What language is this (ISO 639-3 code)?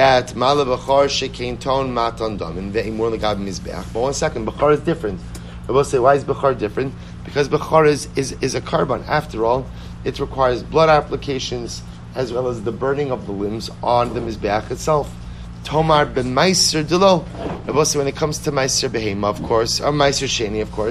eng